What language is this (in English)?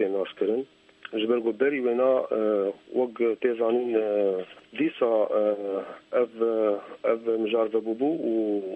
Kurdish